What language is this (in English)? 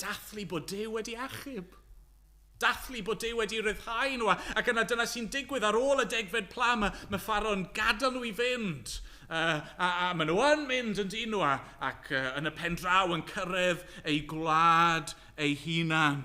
Welsh